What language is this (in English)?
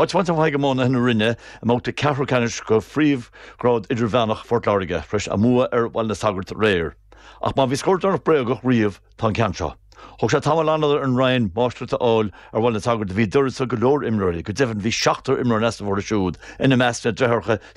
Irish